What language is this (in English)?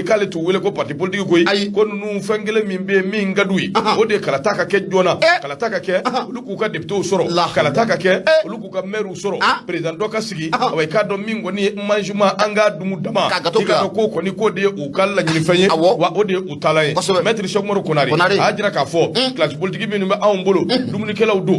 Bambara